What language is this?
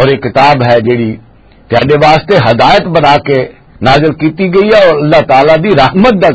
Western Panjabi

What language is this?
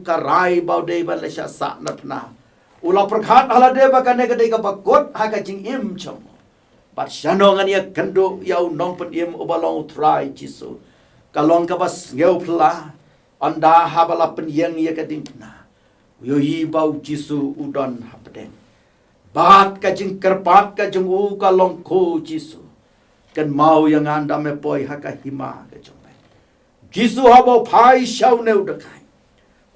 Khasi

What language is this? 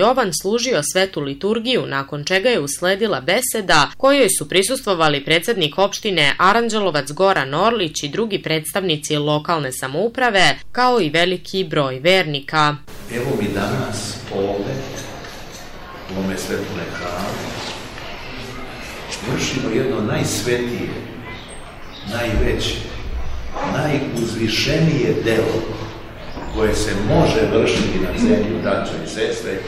Serbian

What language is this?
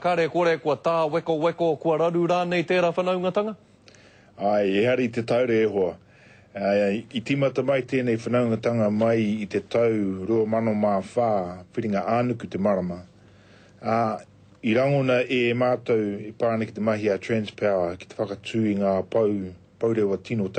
Māori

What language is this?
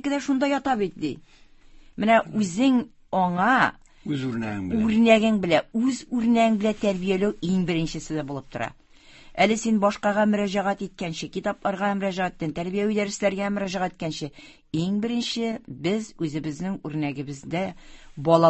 Tatar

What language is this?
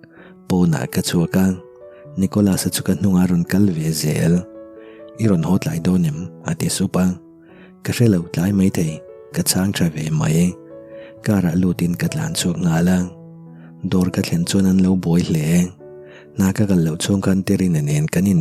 Mizo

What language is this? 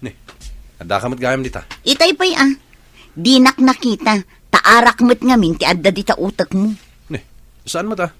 Iloko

